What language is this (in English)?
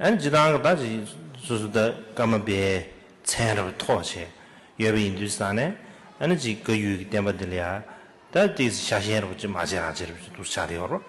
Tibetan